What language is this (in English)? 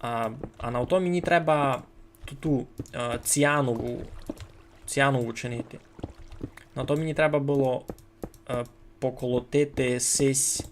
Rusyn